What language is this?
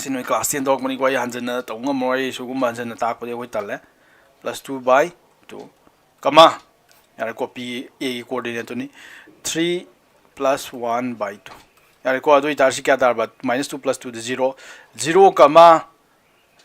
Manipuri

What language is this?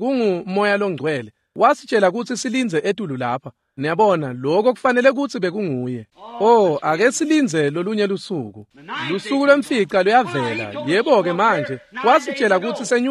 Swati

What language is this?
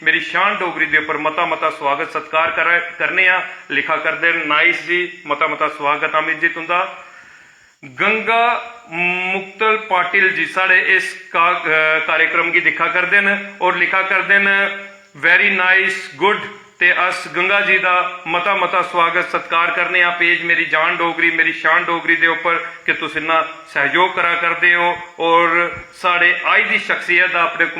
Dogri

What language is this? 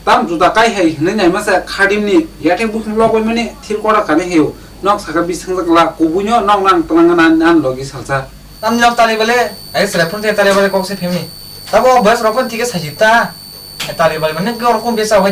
Kok Borok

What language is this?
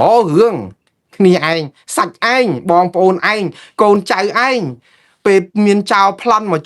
Khmer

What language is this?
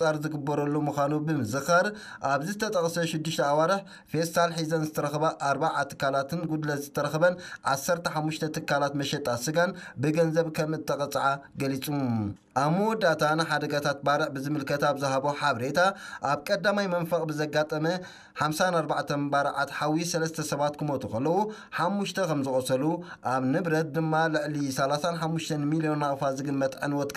Tigrinya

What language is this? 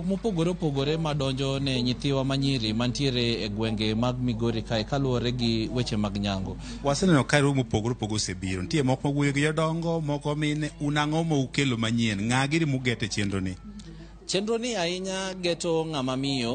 Luo (Kenya and Tanzania)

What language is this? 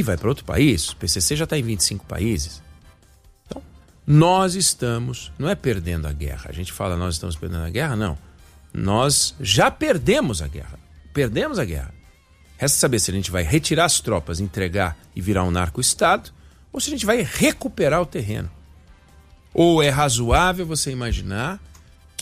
Portuguese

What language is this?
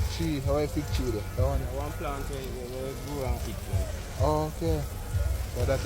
Jamaican Creole English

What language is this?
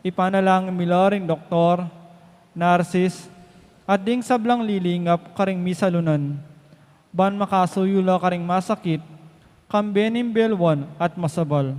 Pampanga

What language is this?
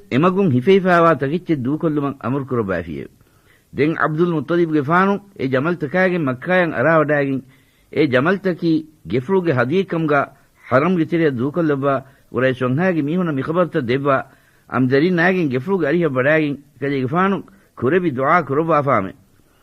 Divehi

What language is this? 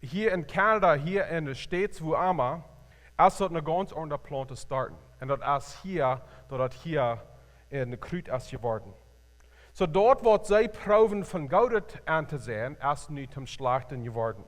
Plautdietsch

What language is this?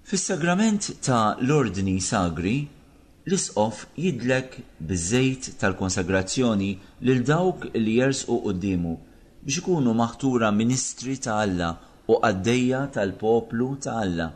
Maltese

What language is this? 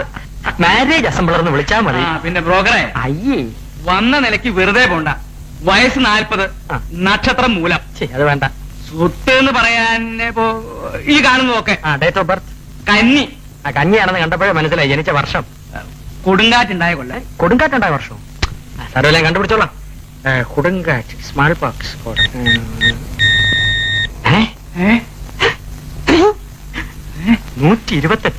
Malayalam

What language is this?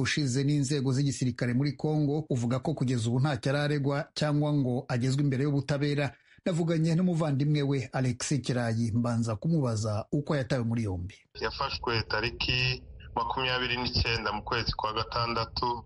Kinyarwanda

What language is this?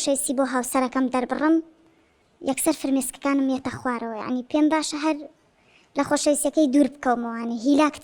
Central Kurdish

